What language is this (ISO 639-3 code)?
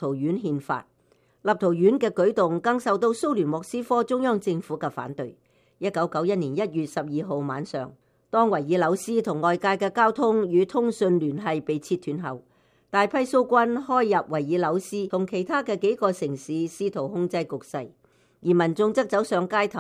yue